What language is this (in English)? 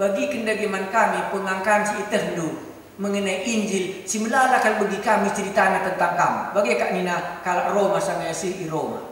Batak Karo